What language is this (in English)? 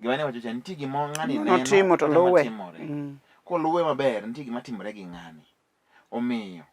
Luo (Kenya and Tanzania)